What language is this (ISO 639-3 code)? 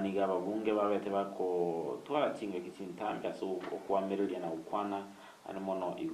guz